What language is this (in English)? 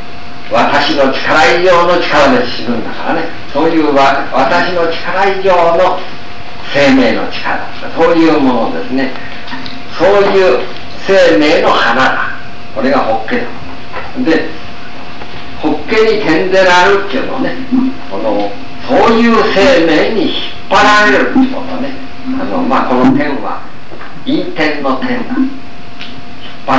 Japanese